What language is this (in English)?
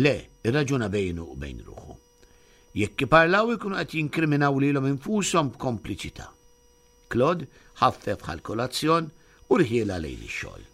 Maltese